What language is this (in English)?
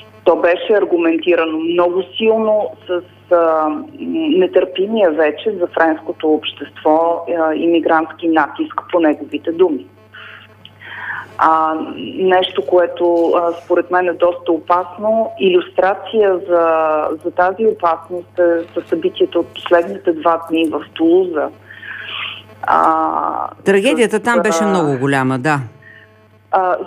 Bulgarian